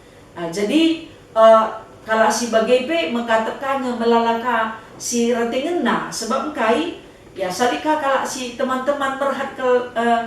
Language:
Batak Karo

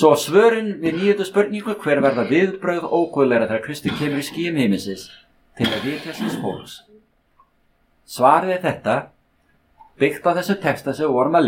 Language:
Icelandic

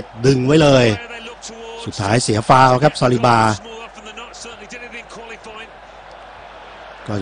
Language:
Thai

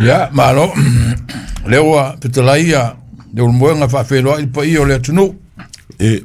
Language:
Samoan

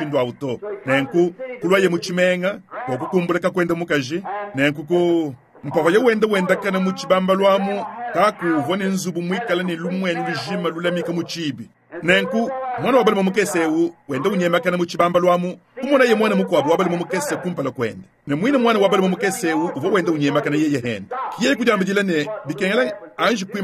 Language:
Luba-Lulua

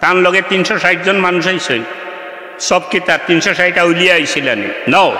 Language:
Sylheti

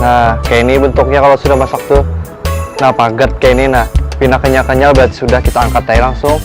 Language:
Banjar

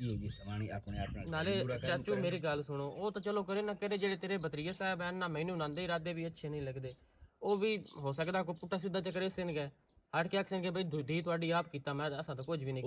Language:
Western Panjabi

